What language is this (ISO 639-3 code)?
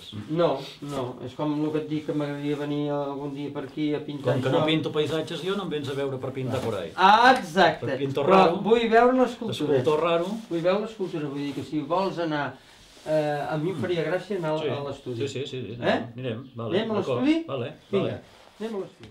cat